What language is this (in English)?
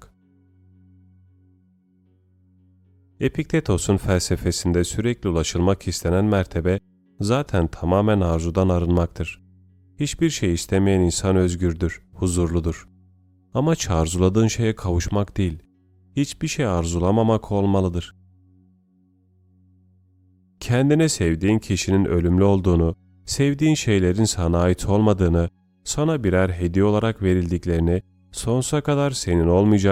Turkish